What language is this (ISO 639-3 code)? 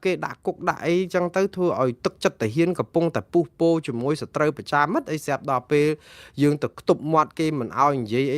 khm